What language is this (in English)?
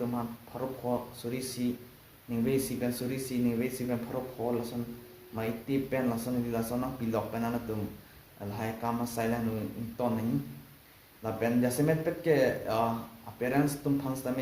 Karbi